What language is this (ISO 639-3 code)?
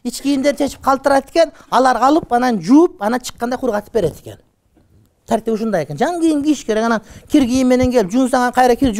kir